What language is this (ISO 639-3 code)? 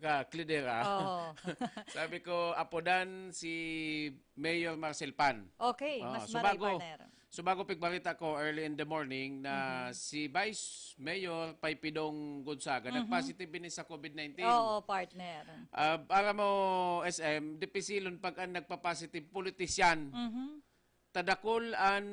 bik